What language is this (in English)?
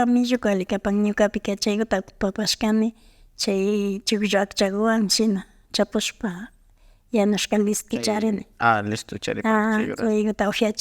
Imbabura Highland Quichua